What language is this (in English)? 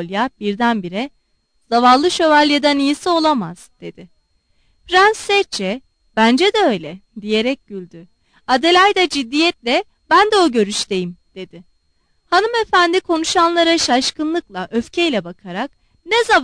Turkish